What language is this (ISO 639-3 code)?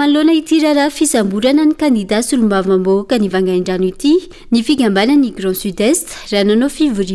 mlg